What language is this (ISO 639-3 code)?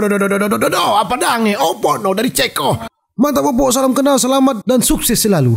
xmm